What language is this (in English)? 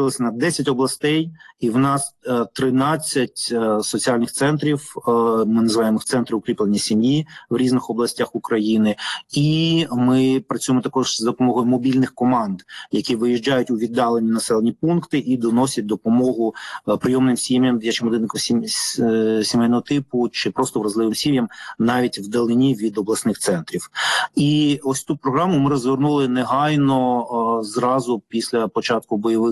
Ukrainian